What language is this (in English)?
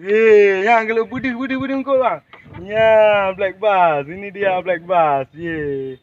Achinese